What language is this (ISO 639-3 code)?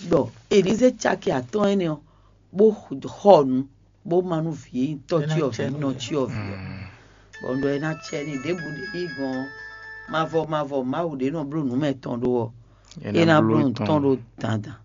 fon